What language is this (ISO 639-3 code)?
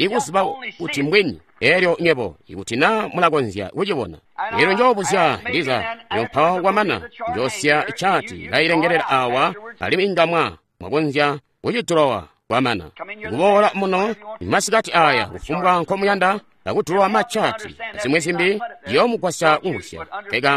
toi